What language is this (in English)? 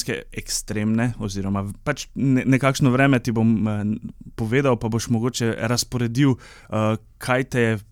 Slovenian